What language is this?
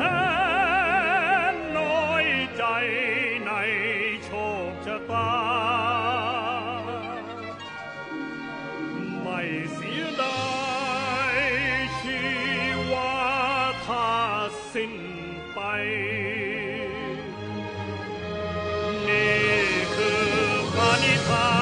Thai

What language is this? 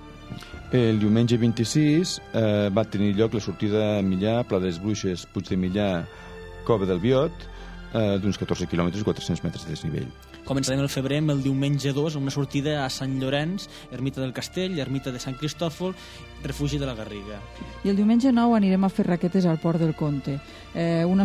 Catalan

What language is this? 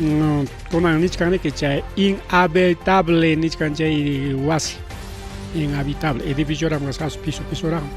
Ayacucho Quechua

